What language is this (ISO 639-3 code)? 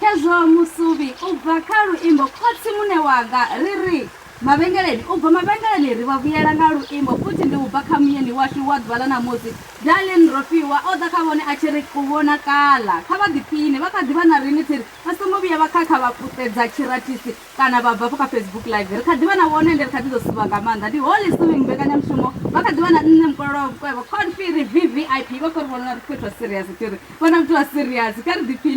ven